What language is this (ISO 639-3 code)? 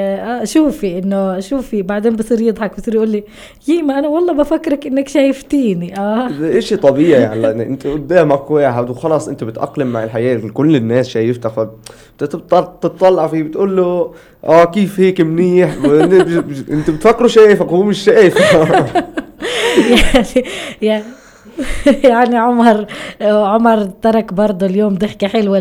apc